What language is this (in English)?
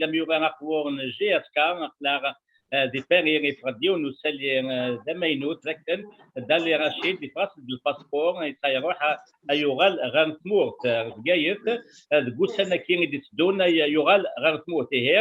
Kabyle